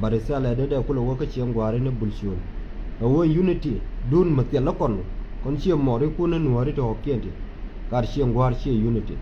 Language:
Nuer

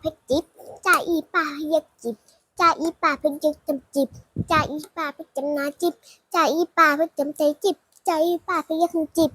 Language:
Shan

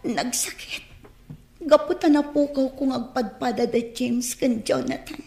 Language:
Iloko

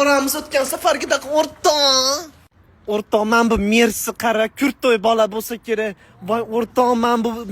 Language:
Uzbek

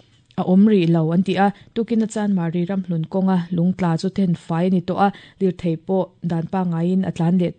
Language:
Mizo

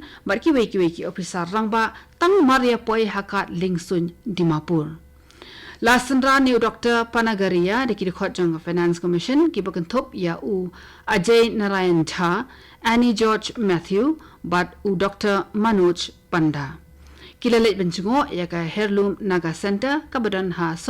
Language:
Khasi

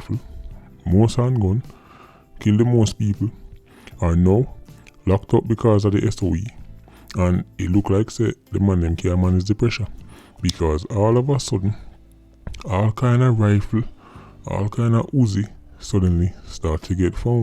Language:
Jamaican Creole English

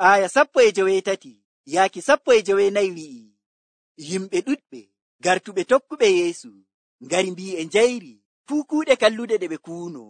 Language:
Nigerian Fulfulde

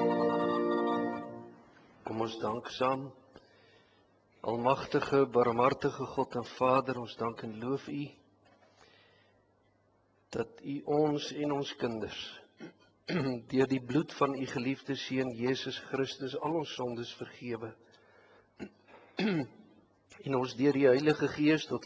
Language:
Afrikaans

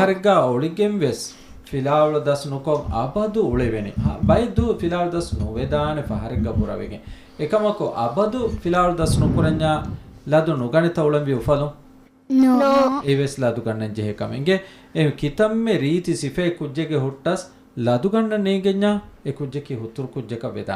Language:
Divehi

